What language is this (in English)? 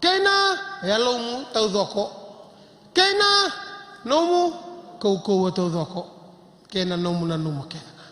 Fijian